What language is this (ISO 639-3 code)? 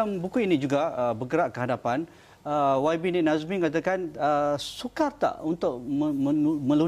msa